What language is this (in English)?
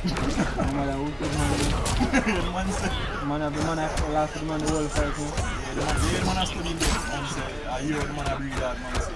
Jamaican Creole English